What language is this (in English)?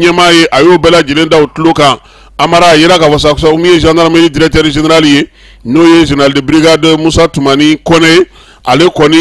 Bambara